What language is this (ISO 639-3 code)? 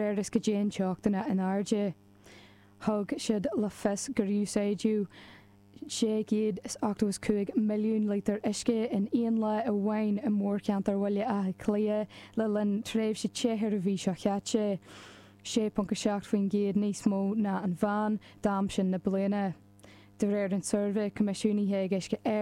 gle